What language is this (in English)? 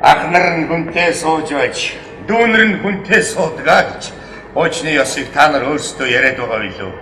Mongolian